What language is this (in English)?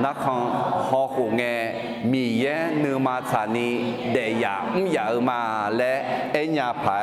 Akha